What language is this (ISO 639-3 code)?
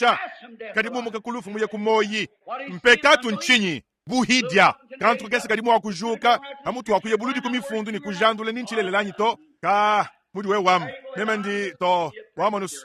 lua